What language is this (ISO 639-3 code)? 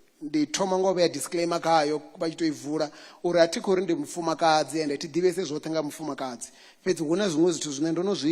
ven